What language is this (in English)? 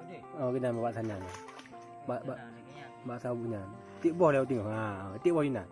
Achinese